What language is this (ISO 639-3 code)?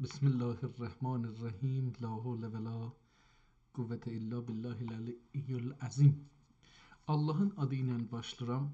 azb